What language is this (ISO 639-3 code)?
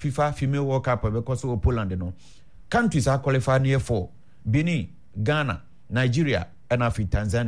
aka